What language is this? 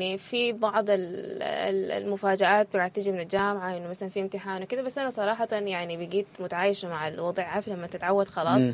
Sudanese Arabic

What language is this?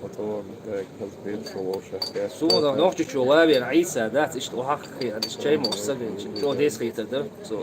Chechen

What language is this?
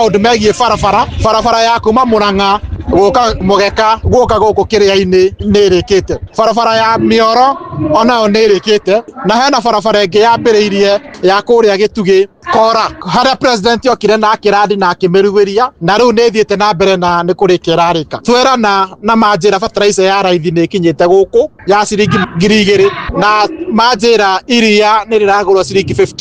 Kikuyu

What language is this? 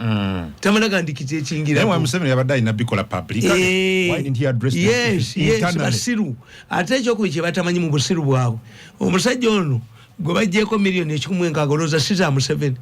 Ganda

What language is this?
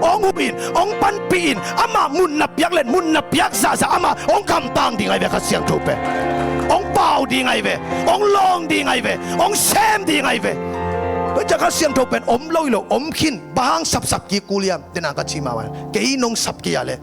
Tedim Chin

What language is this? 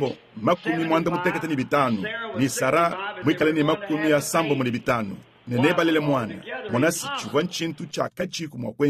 Luba-Lulua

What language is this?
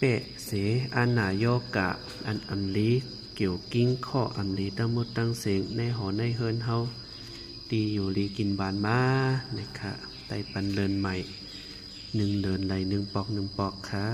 Shan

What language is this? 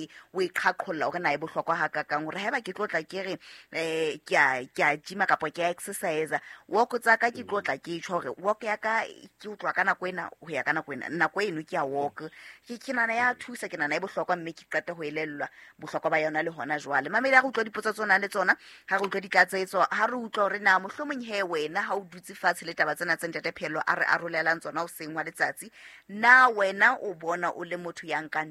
Southern Sotho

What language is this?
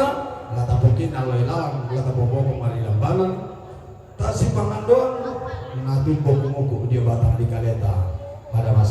Toraja-Sa'dan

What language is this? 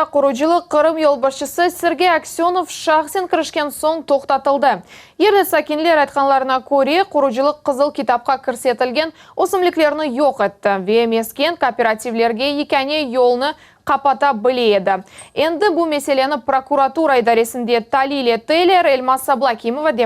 Crimean Tatar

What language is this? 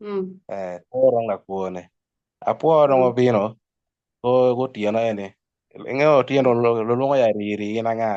Acoli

